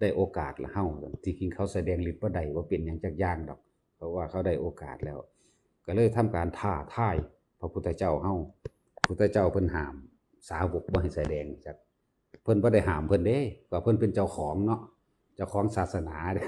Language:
Northeastern Thai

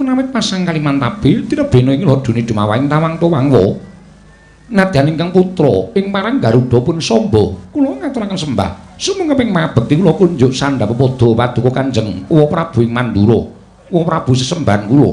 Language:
Javanese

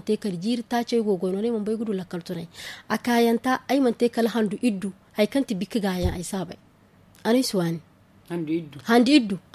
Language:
Zarma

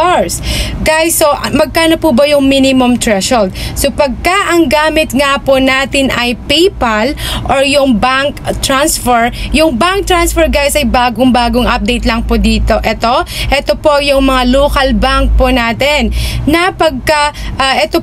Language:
Filipino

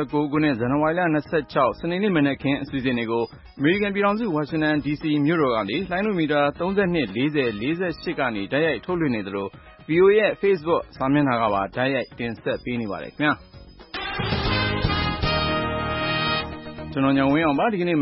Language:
Burmese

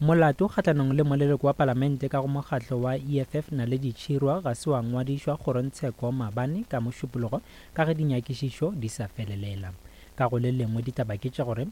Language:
Northern Sotho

